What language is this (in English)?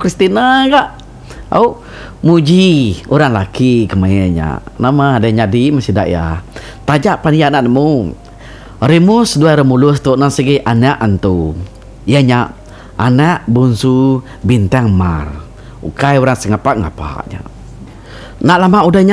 Iban